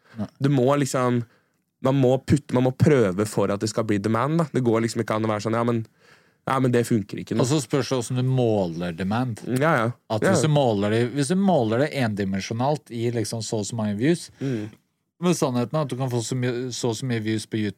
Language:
Norwegian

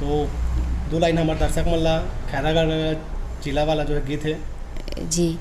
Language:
Chhattisgarhi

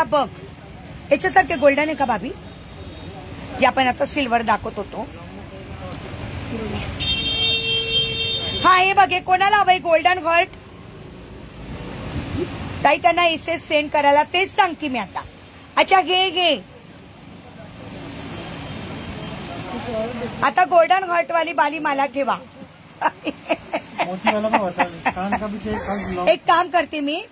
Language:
Marathi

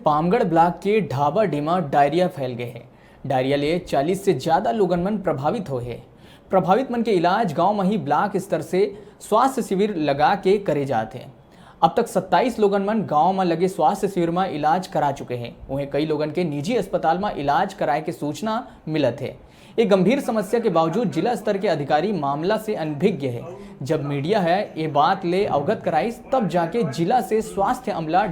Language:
Chhattisgarhi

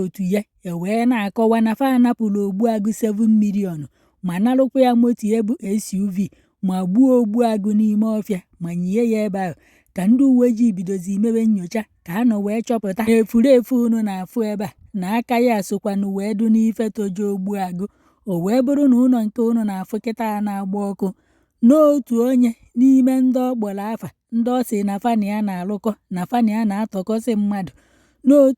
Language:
Igbo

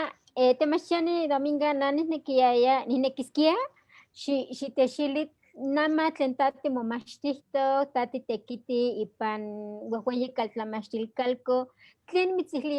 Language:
Eastern Huasteca Nahuatl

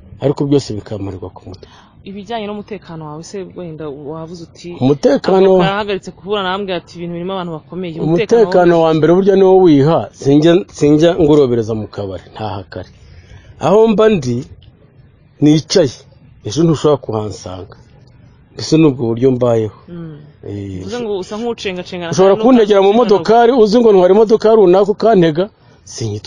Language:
Kinyarwanda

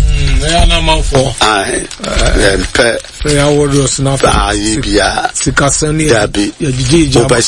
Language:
Akan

